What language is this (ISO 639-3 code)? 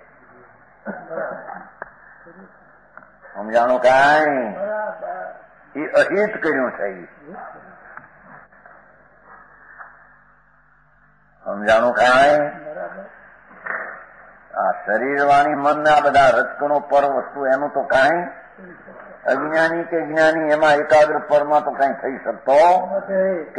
guj